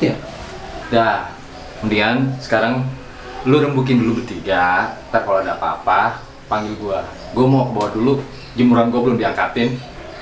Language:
Betawi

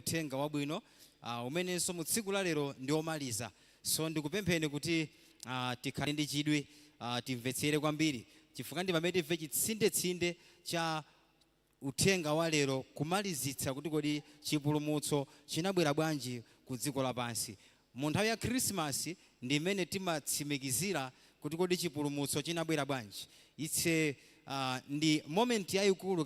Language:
Nyanja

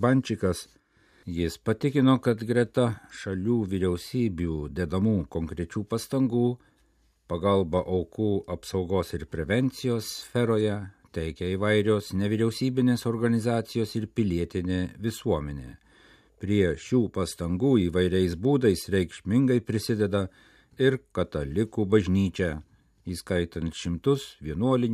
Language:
Lithuanian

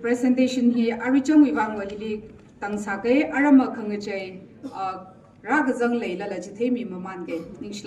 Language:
Tangkhul Naga (India)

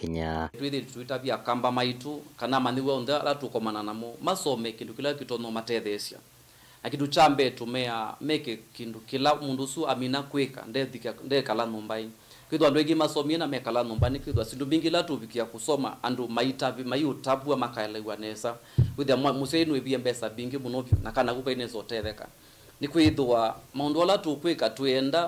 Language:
Kamba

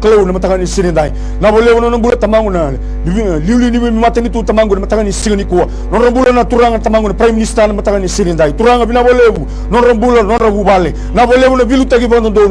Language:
Fijian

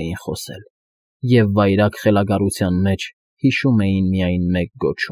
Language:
Armenian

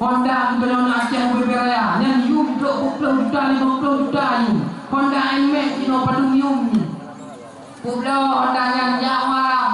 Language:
Achinese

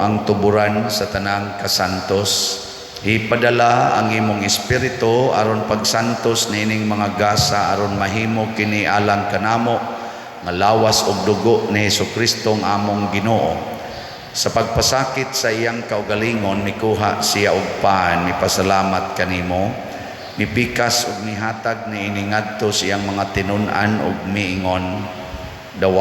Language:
Cebuano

